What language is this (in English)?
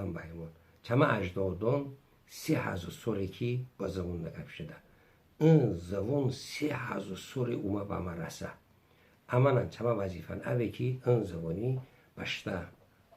Talysh